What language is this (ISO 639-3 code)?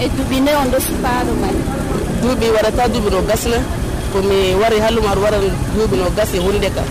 fuv